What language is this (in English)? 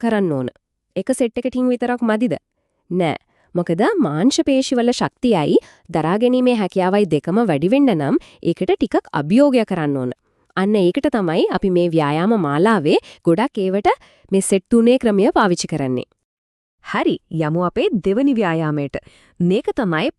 Sinhala